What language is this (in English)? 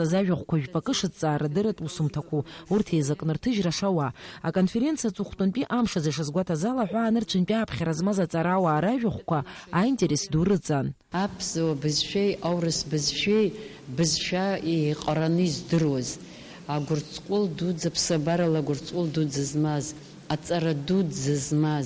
Abkhazian